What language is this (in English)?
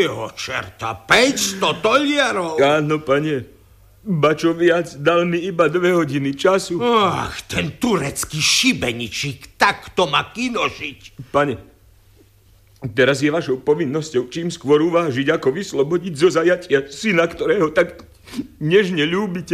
Slovak